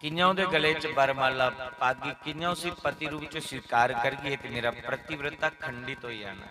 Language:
Dogri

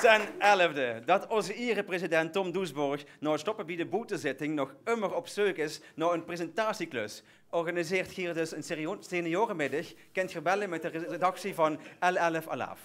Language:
Limburgish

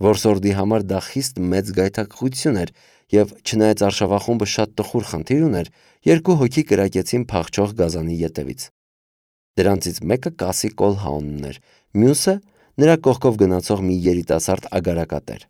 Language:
Armenian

